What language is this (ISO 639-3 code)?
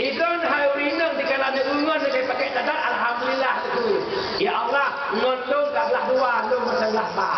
ace